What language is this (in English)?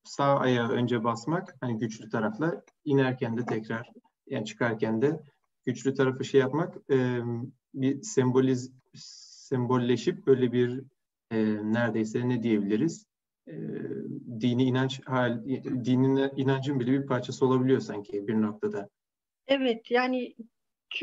Turkish